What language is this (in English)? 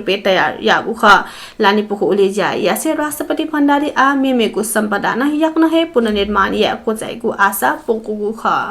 Newari